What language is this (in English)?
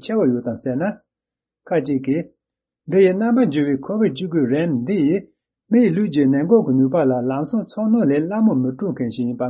Tibetan